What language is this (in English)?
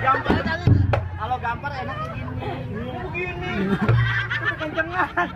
Betawi